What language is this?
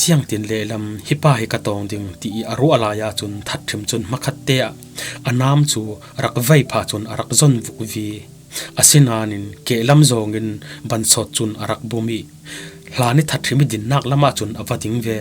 Falam Chin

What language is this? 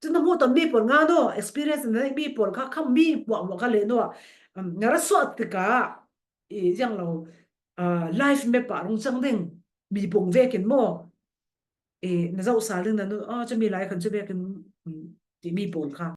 Falam Chin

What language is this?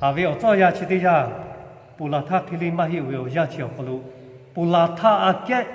Lahu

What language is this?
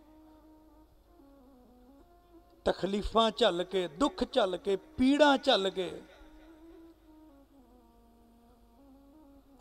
Punjabi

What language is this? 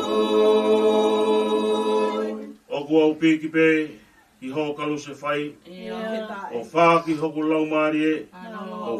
Tongan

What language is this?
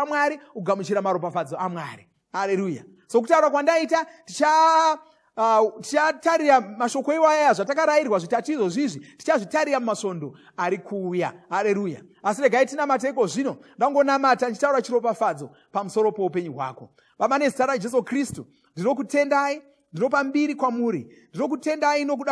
Shona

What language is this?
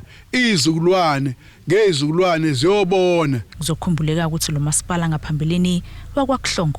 Zulu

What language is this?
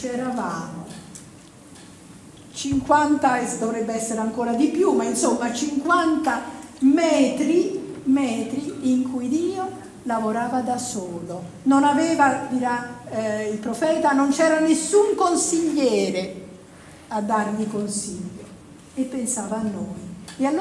Italian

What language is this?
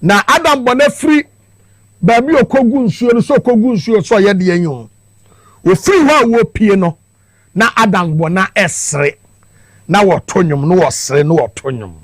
Akan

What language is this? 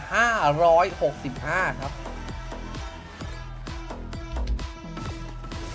Thai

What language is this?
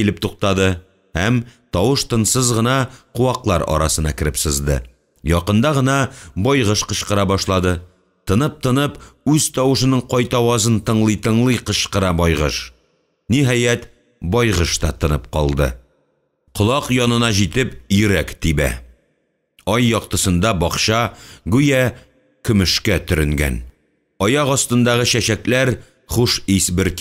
Tatar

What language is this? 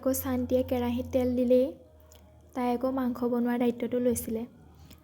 Assamese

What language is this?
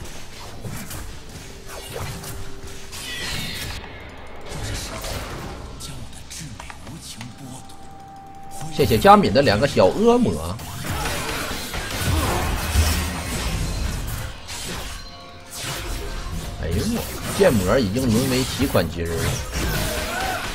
Chinese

